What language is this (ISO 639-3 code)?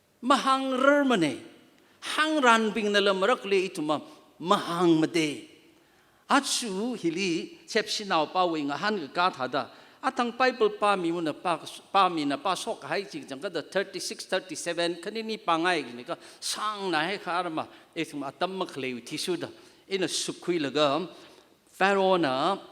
nmf